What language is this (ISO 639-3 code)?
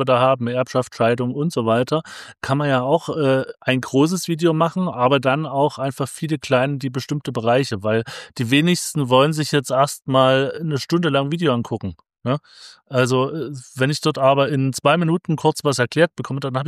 deu